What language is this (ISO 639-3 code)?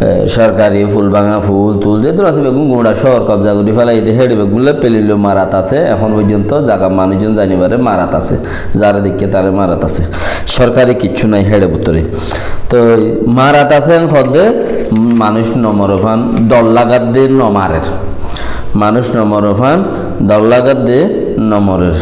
rhg